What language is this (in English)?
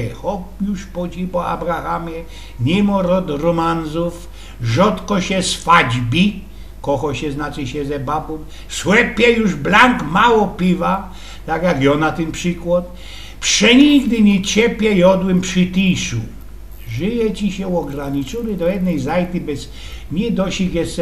Silesian